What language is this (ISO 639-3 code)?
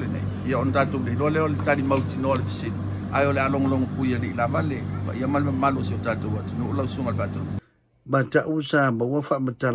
smo